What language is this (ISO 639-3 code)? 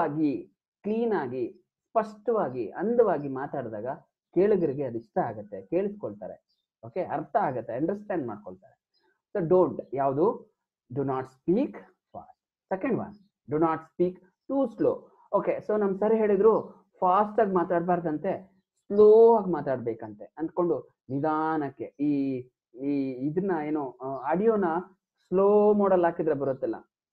kan